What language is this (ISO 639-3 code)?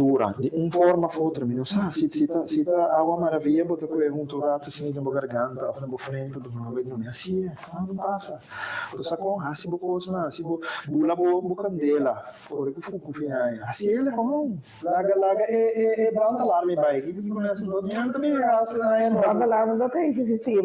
pap